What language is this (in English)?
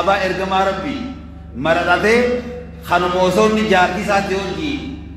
Oromo